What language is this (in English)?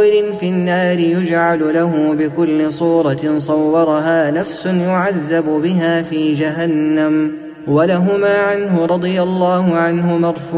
Arabic